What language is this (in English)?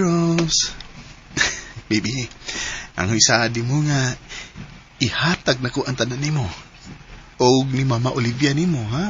Cebuano